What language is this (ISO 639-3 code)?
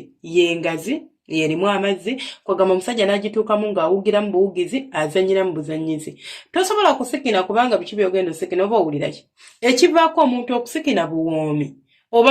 lug